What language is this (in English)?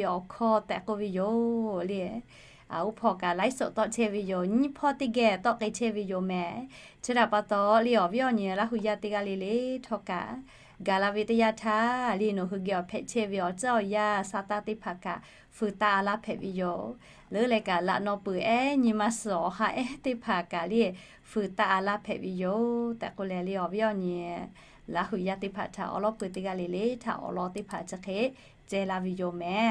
Lahu